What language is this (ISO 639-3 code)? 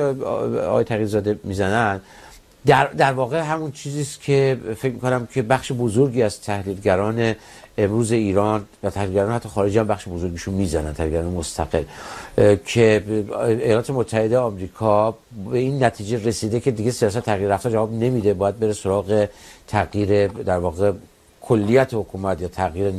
fas